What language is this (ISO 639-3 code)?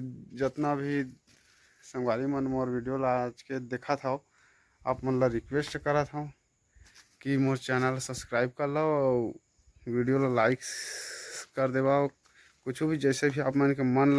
hne